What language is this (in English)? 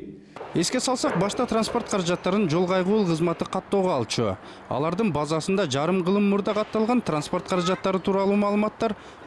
Kyrgyz